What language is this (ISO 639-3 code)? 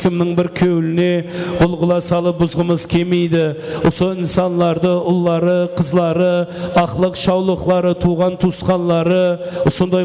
kaa